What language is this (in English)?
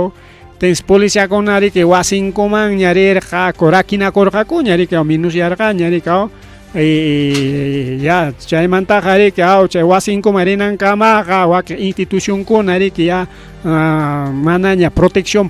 Ayacucho Quechua